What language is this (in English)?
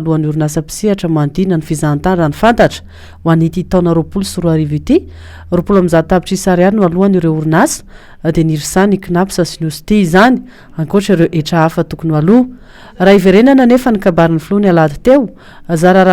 Malagasy